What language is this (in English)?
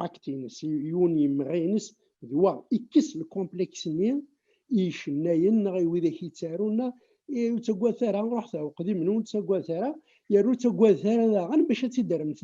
Kabyle